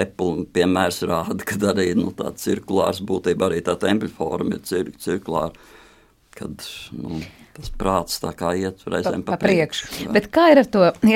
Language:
Latvian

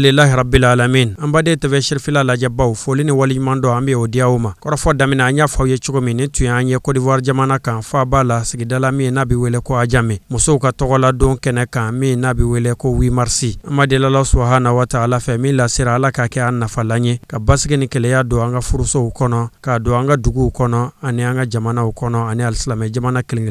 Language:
Bambara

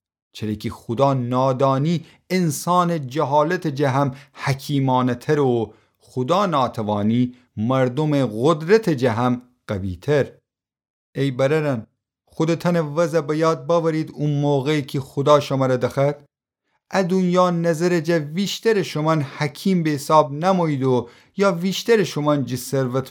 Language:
Gilaki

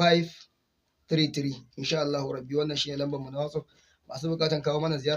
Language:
Hausa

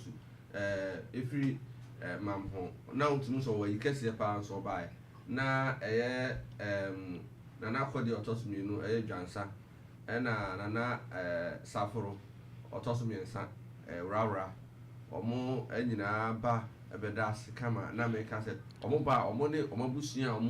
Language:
Akan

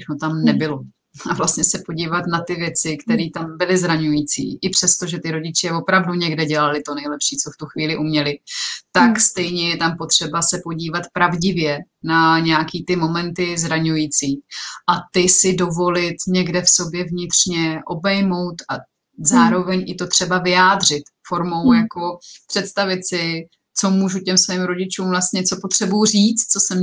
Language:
Czech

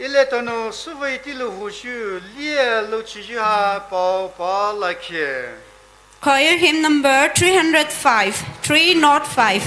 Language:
Poumei Naga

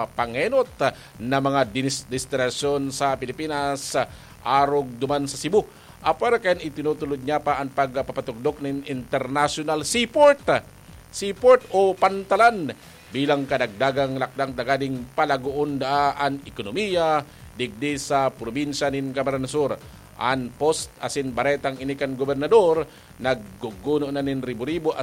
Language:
Bikol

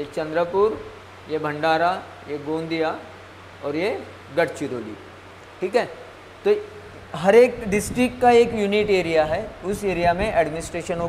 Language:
Hindi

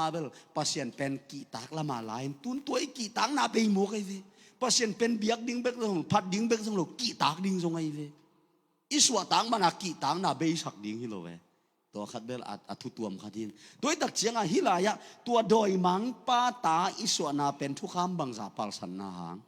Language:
Tedim Chin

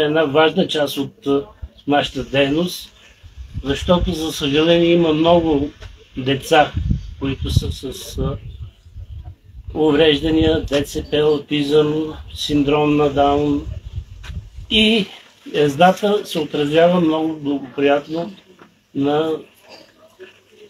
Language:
Bulgarian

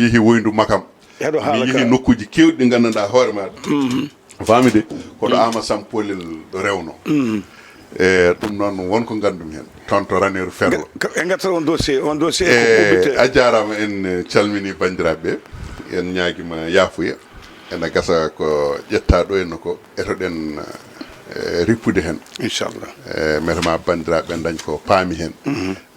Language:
Fula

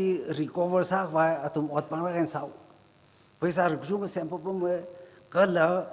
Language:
Tangkhul Naga (India)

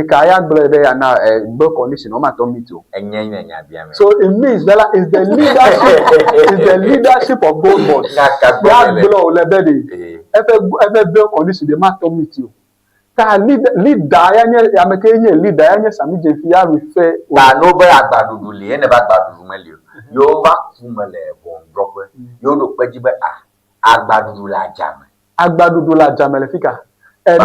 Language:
Ewe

